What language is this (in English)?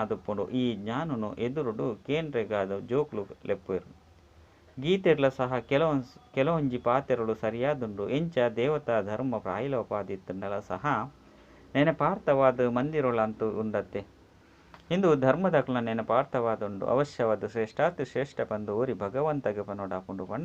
Tulu